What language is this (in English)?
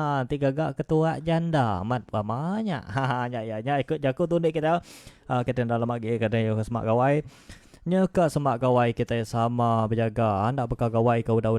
Iban